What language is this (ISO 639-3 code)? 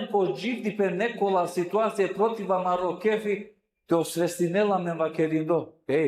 rmn